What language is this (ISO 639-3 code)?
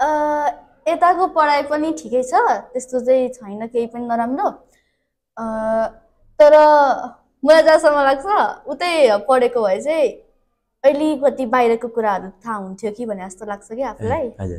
nep